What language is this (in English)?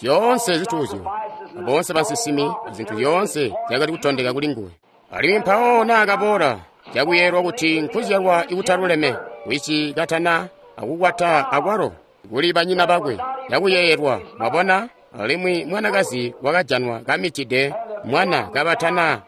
Tonga (Zambia)